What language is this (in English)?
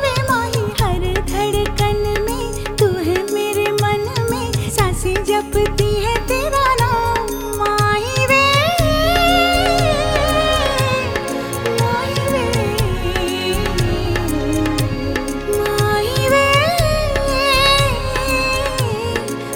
Hindi